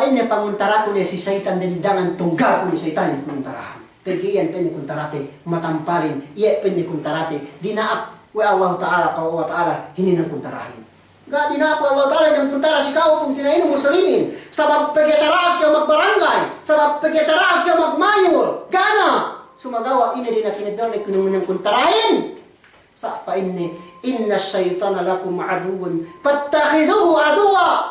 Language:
Yakan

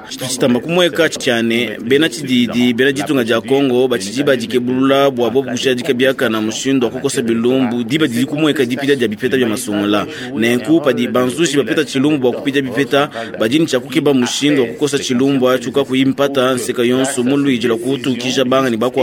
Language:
Luba-Lulua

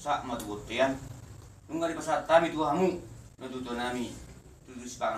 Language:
Batak Toba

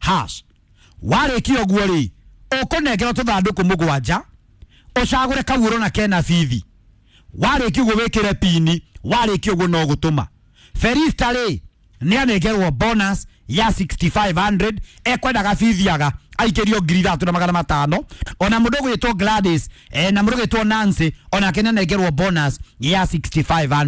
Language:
Kikuyu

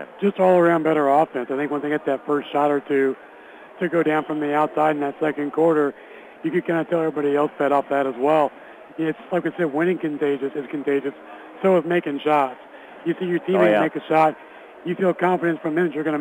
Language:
English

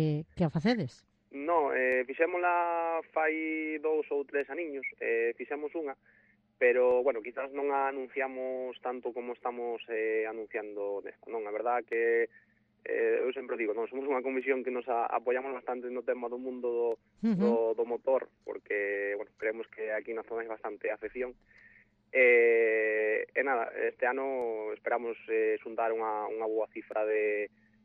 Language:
Galician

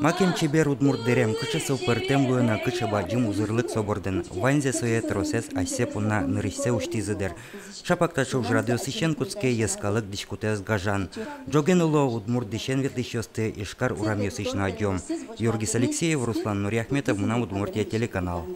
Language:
Udmurt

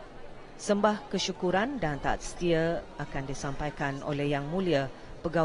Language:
Malay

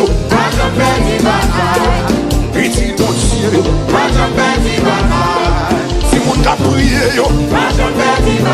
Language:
Haitian Creole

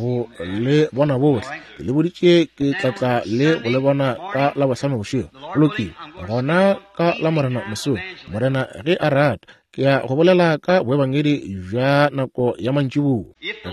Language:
Northern Sotho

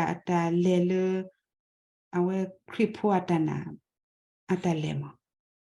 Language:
S'gaw Karen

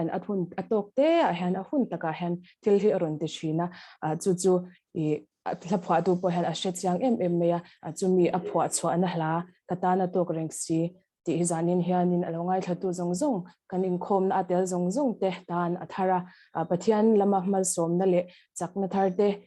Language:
Mizo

